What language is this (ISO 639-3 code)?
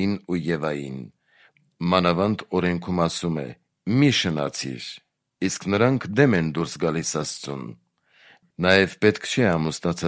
hye